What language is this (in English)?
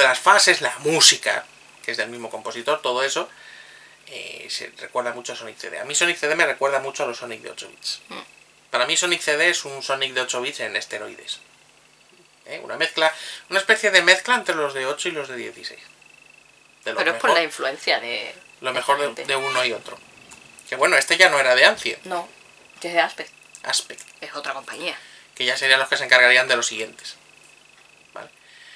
Spanish